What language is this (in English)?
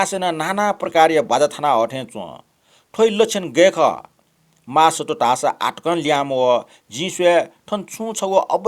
Newari